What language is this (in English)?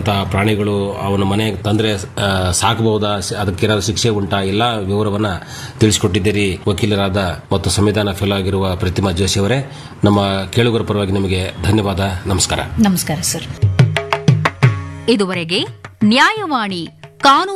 Kannada